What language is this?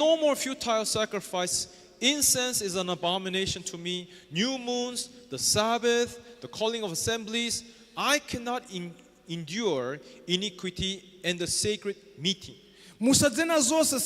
Nyanja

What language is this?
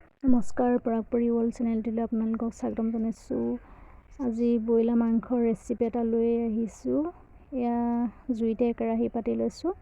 Assamese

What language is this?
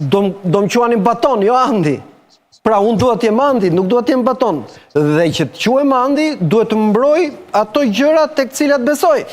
Albanian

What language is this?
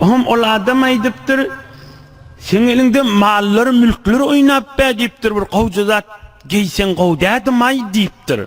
Turkmen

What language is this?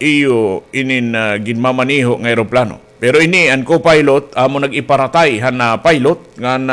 Waray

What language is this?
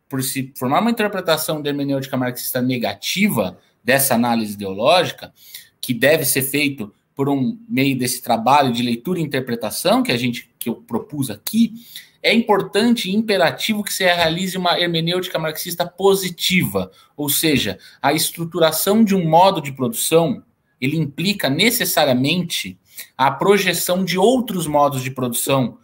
Portuguese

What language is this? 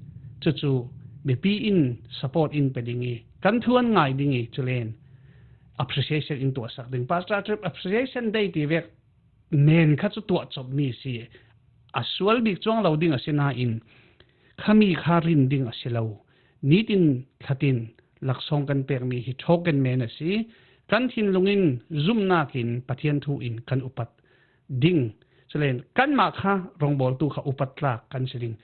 Falam Chin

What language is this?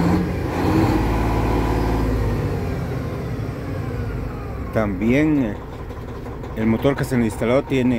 Spanish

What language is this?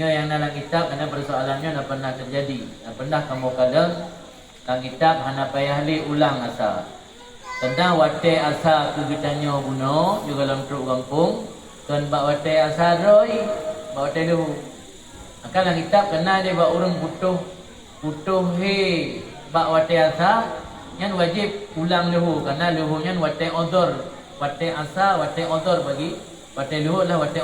Achinese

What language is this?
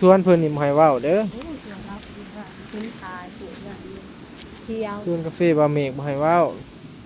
Northeastern Thai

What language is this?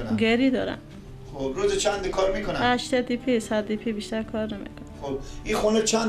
Persian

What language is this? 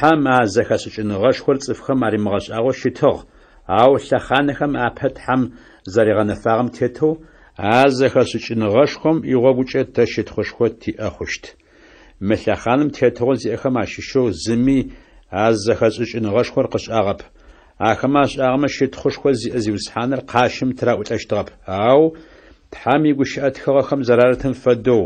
Adyghe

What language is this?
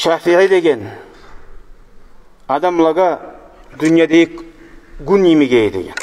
Kumyk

